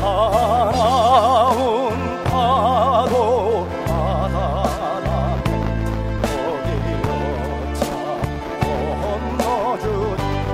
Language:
Korean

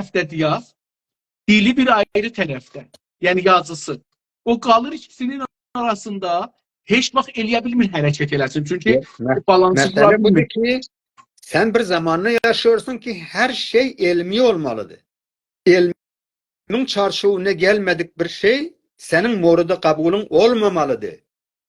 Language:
South Azerbaijani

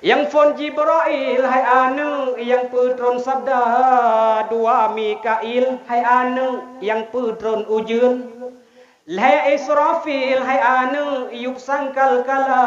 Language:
Achinese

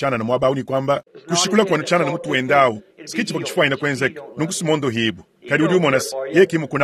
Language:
Luba-Lulua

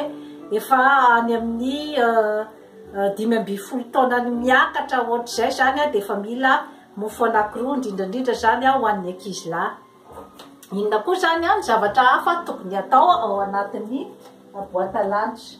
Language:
Malagasy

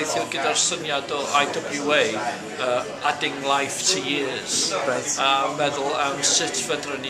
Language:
Welsh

